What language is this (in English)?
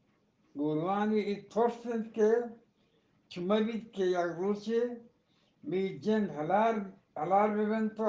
Eastern Balochi